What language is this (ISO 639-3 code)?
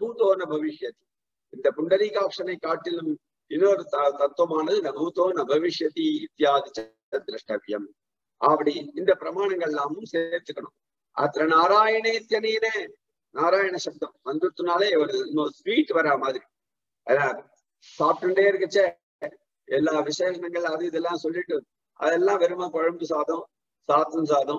tam